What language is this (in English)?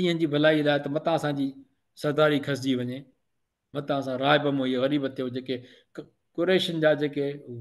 Sindhi